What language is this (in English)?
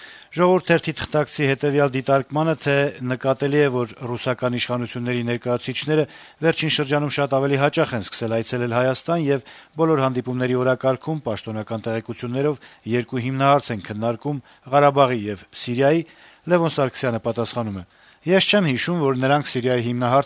Armenian